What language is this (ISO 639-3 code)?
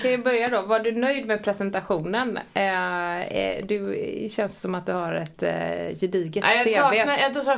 swe